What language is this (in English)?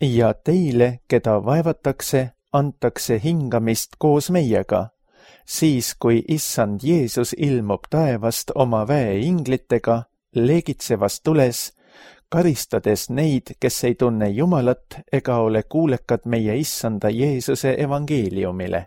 Estonian